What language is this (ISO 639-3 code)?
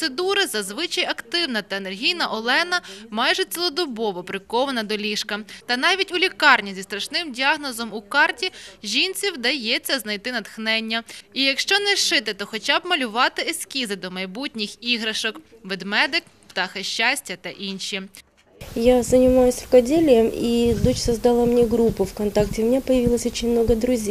ukr